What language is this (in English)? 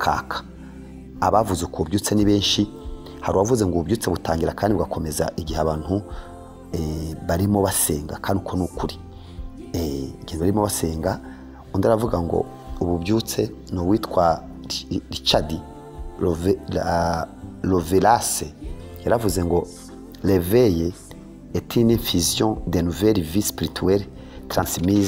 Kinyarwanda